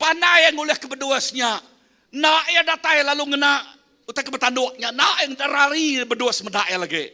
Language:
Iban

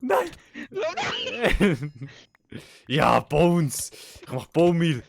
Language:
Swiss German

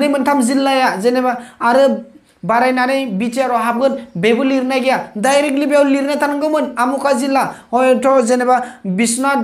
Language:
Bodo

